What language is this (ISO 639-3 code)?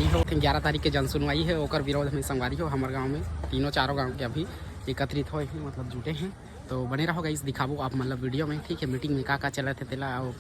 hne